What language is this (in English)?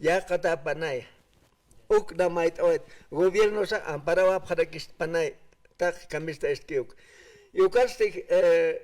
Aymara